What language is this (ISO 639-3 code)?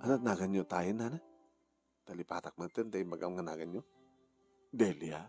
ilo